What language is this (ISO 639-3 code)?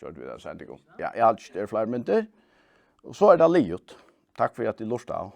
fao